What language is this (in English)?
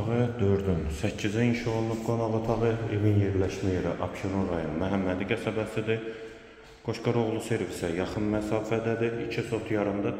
Azerbaijani